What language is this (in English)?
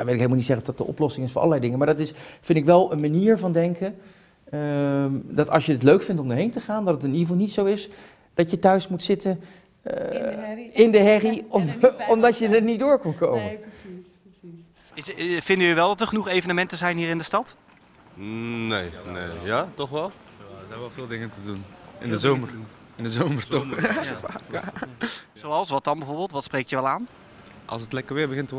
Dutch